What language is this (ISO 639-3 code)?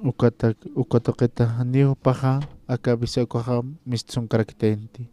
aym